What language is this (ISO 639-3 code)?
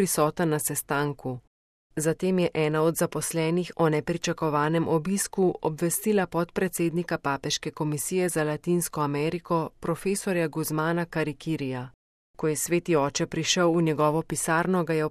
slv